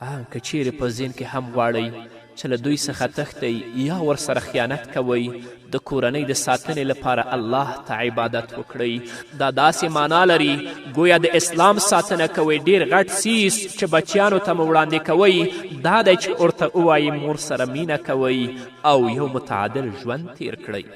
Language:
Pashto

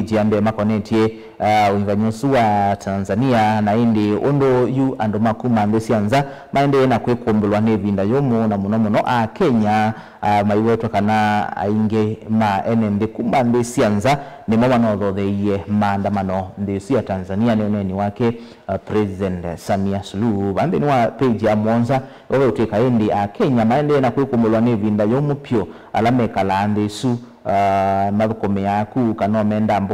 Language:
Kamba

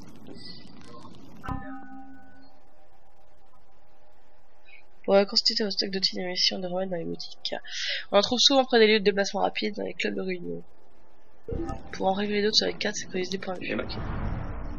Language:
French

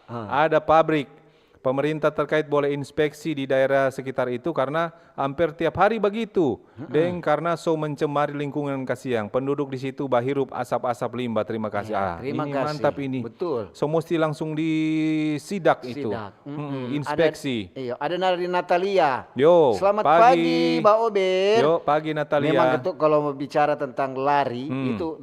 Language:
Manado Malay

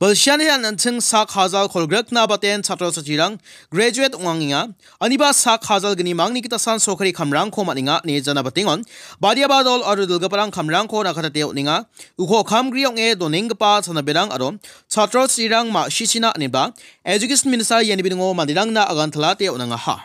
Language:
Garo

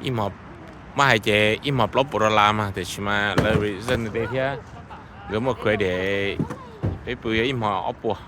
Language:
Hmong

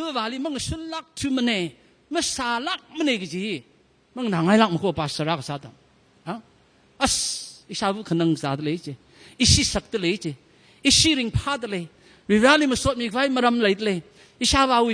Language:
Tangkhul Naga (India)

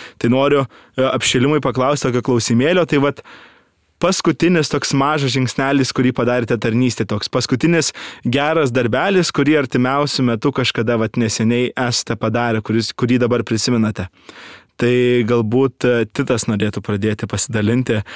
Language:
Lithuanian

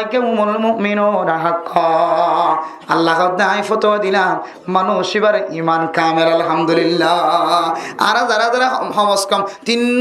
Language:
Rohingya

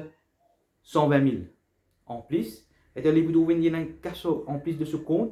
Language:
Morisyen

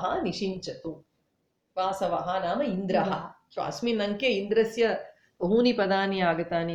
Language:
Sanskrit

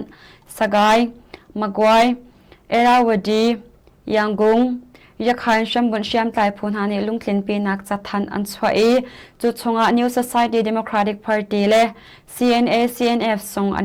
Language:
Hakha Chin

